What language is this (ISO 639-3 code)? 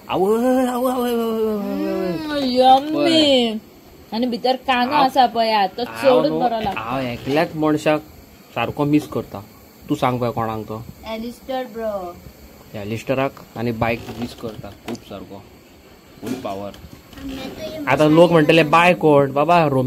kok